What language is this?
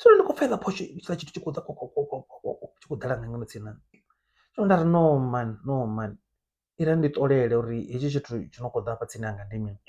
Venda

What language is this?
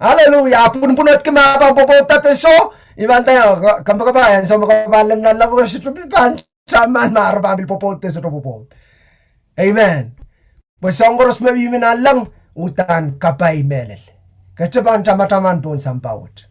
Pohnpeian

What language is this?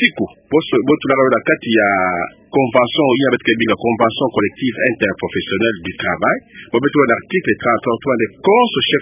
Kituba (Democratic Republic of Congo)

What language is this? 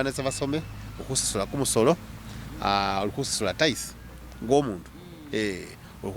Masaaba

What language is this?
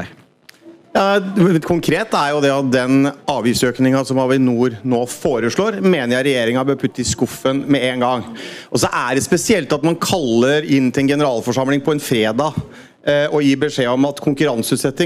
Norwegian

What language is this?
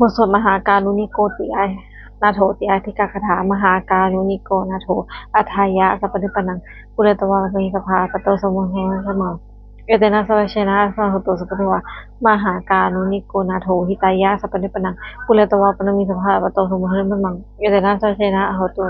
Pali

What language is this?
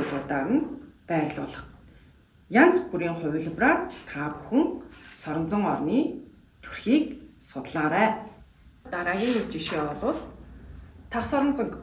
Mongolian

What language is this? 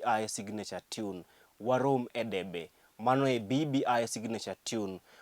Luo (Kenya and Tanzania)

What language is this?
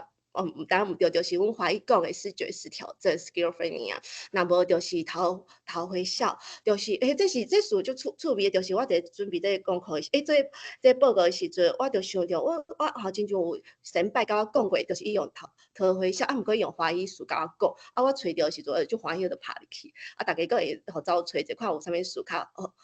Min Nan Chinese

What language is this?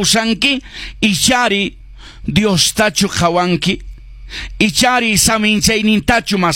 Quechua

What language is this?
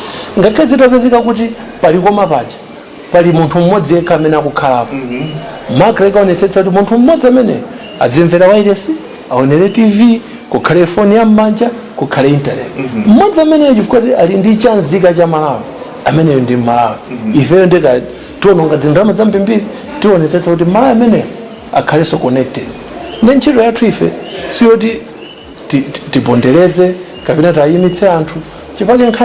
Nyanja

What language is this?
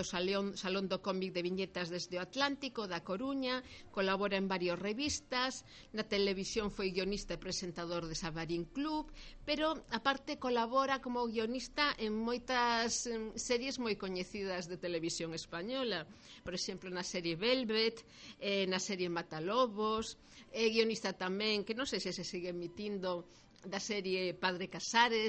Galician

